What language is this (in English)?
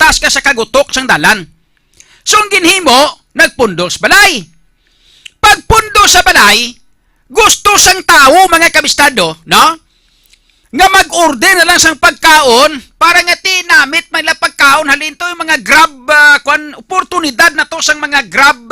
Hiligaynon